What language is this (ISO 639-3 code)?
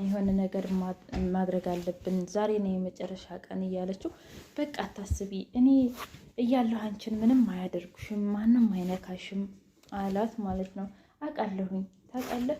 amh